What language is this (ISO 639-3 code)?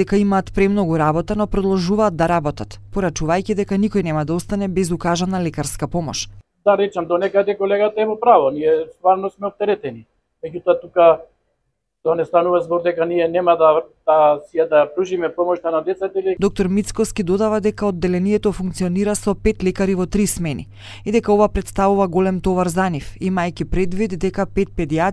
mkd